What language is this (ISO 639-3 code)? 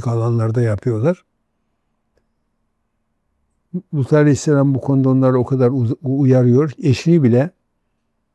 tur